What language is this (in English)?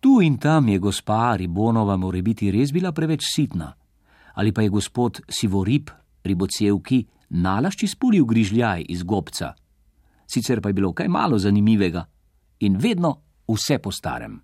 Slovenian